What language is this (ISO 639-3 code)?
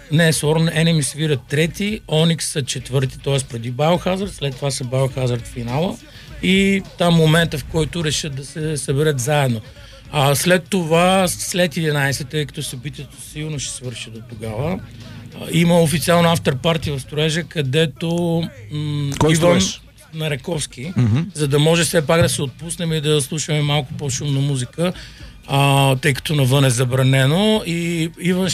bul